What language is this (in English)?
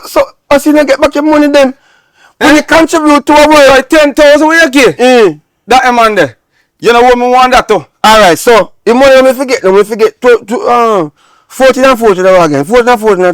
Jamaican Creole English